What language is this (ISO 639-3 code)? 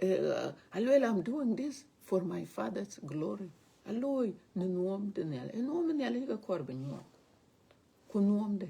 din